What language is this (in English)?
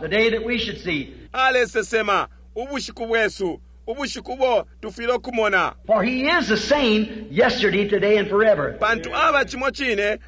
Bemba